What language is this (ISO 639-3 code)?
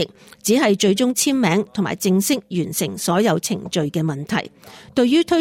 yue